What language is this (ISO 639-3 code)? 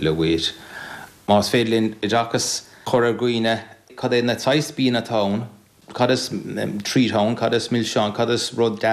gle